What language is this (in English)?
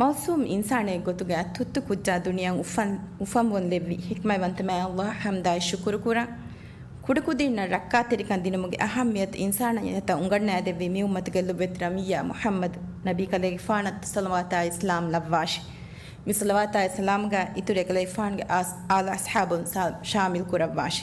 Divehi